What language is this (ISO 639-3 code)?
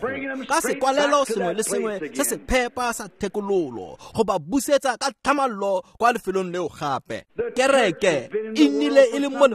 tsn